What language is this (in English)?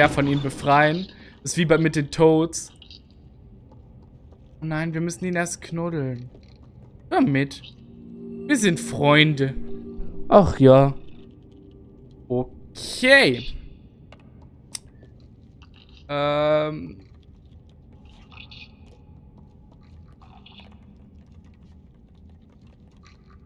German